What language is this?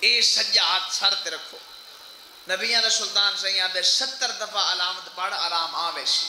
Saraiki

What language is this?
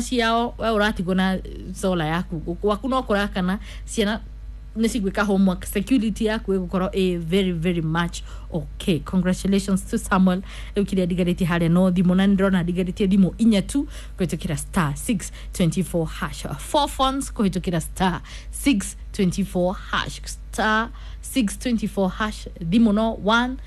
Kikuyu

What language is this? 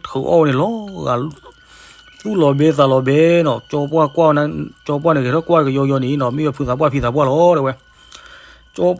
S'gaw Karen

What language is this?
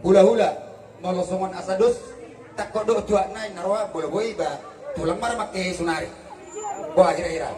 Batak Toba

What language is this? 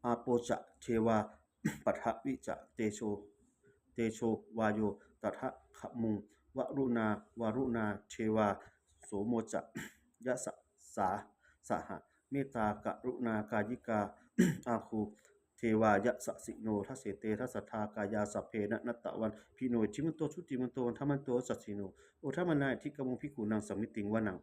Pali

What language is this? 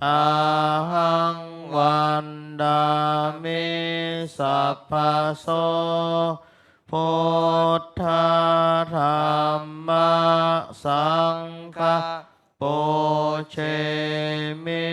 Pali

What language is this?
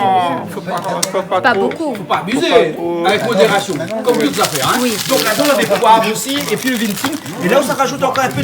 Réunion Creole French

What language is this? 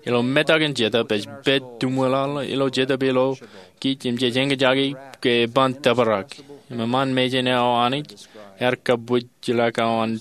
Marshallese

